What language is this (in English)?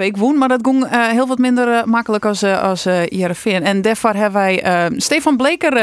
Western Frisian